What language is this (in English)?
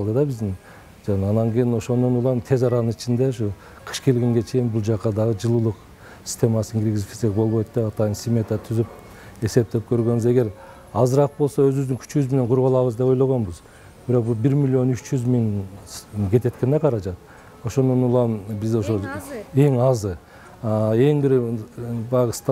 Kyrgyz